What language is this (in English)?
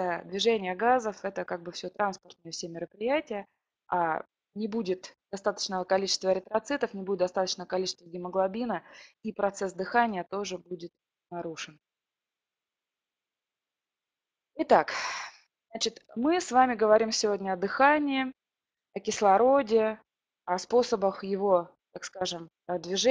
Russian